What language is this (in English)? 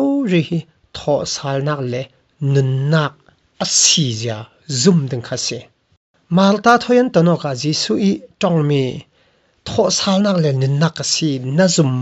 Falam Chin